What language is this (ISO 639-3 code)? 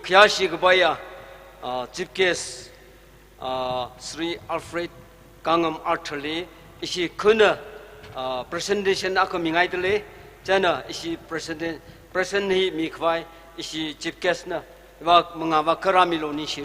nmf